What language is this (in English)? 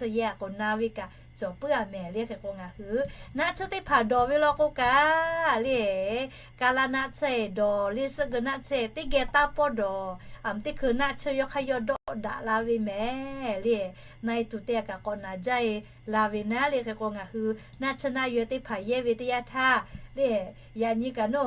Lahu